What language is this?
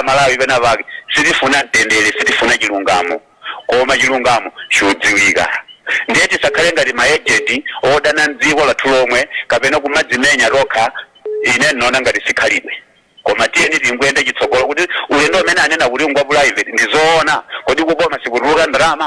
Nyanja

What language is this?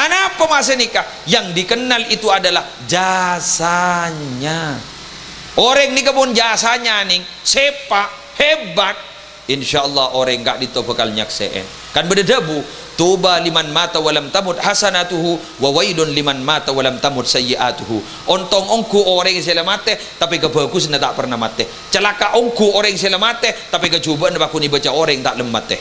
Madurese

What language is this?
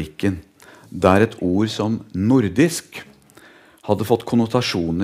Norwegian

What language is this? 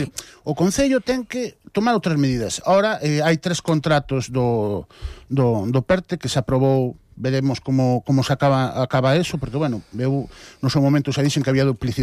Galician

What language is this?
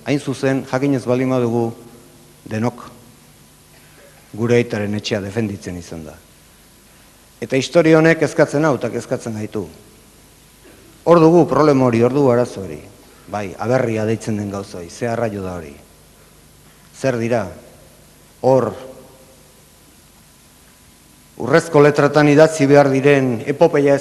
Basque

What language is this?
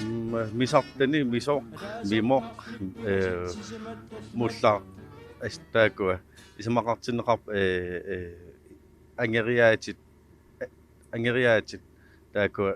Kalaallisut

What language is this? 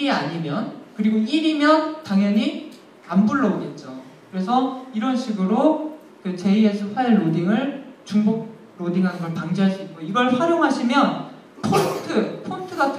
Korean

